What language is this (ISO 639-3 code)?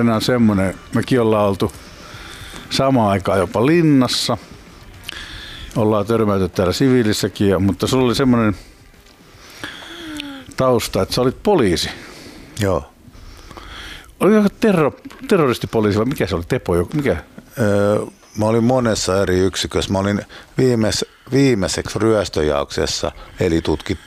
fin